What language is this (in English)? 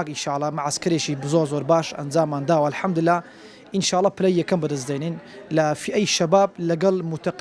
Central Kurdish